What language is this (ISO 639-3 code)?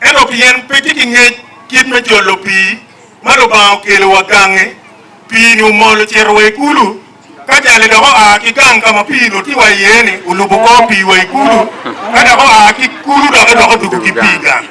ach